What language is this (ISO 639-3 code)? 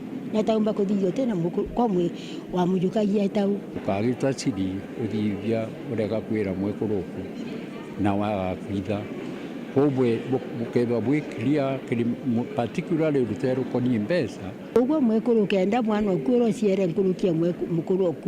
mer